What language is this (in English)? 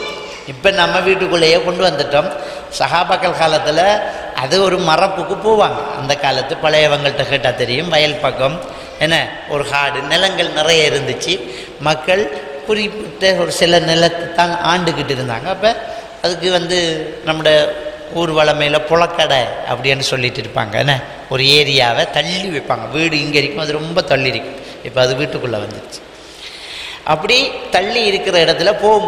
Tamil